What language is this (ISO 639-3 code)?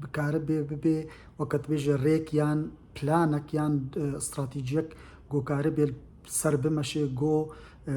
kur